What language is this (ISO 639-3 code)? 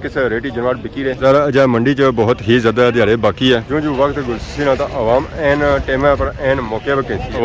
phr